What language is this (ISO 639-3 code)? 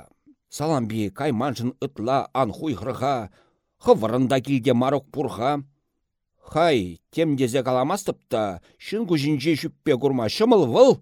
chv